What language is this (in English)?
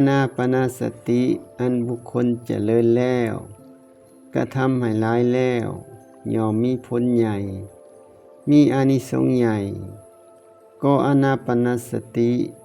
Lao